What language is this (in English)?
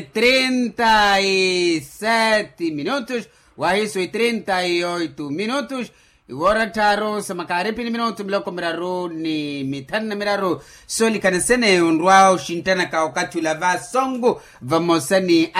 Makhuwa